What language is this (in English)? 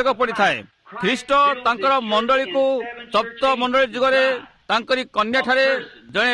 Odia